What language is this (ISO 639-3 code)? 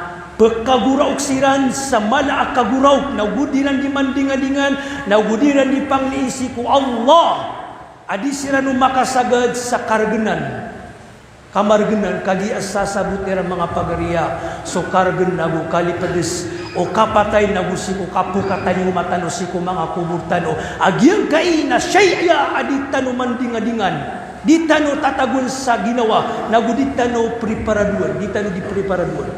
mrw